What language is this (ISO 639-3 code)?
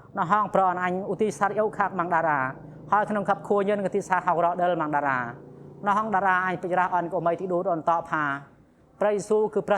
khm